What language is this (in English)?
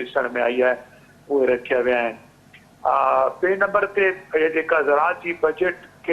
Sindhi